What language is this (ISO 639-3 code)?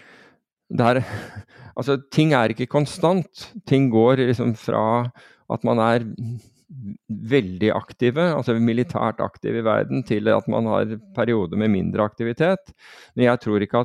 nor